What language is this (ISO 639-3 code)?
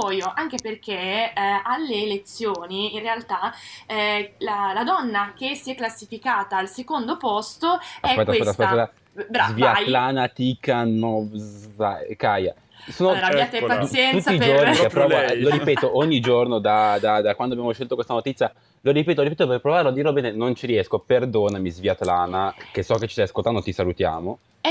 ita